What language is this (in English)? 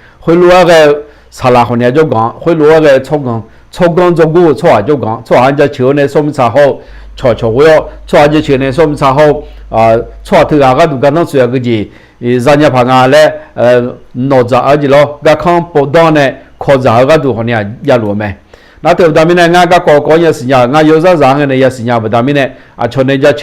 Akha